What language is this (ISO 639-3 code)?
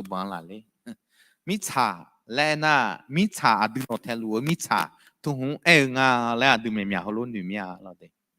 ahk